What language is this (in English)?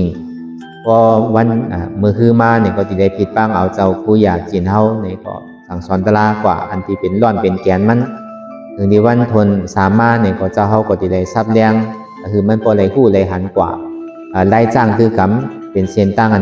Shan